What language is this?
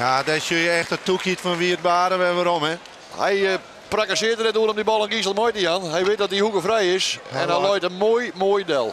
Western Frisian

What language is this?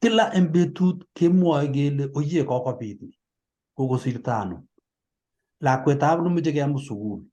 Kalenjin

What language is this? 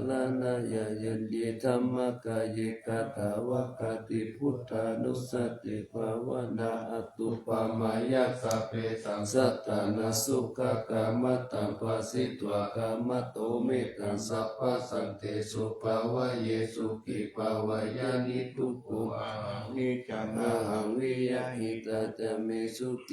Pali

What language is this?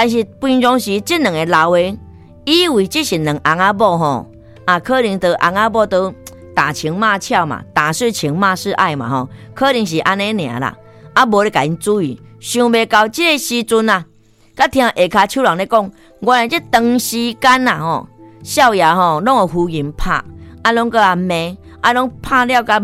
Min Nan Chinese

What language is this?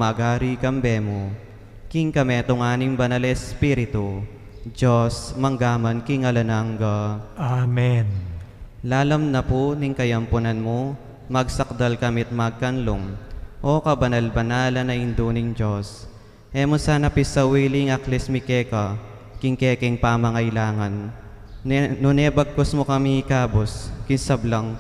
Pampanga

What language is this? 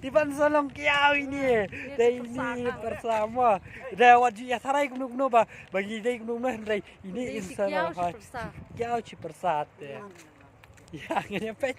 Khasi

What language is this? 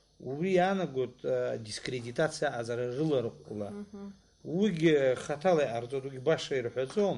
Abkhazian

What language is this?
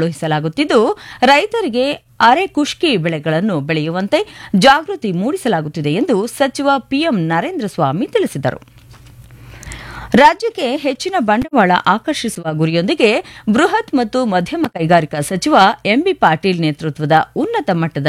Kannada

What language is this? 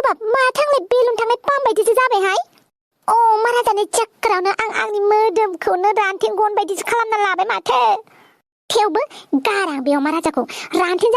Bodo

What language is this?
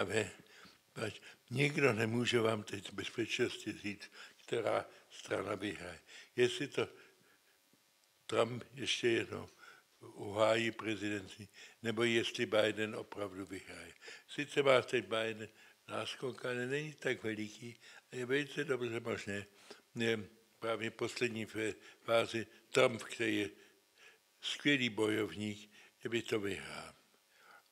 Czech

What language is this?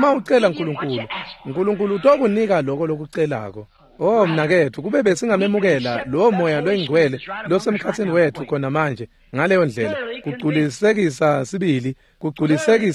Swati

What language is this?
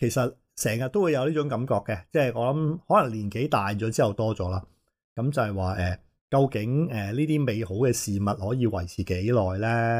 Cantonese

